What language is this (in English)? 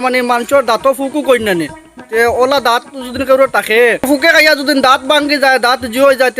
Sylheti